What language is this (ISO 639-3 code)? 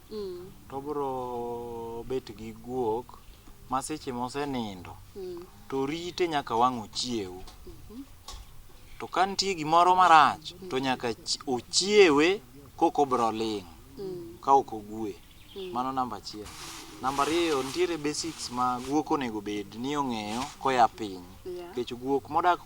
luo